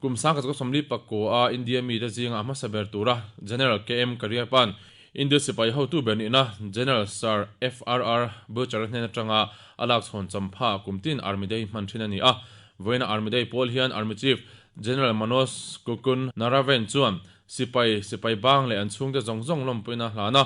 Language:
Mizo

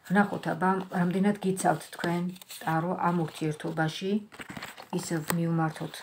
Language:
Georgian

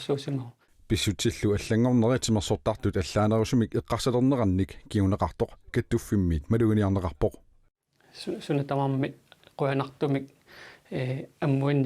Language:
Kalaallisut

